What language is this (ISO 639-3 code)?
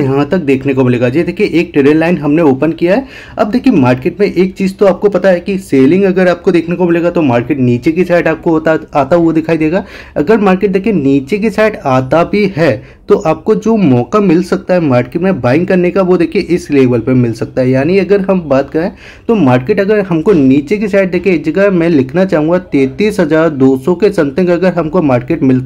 hin